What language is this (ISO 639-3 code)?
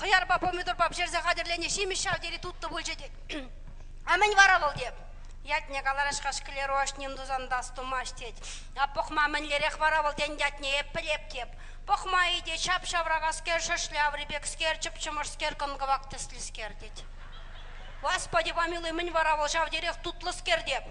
chv